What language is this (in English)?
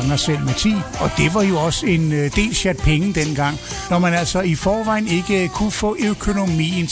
Danish